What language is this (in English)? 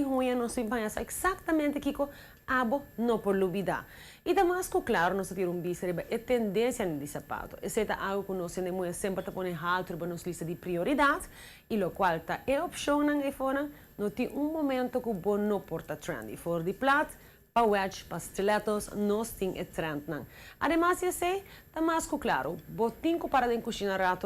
Papiamento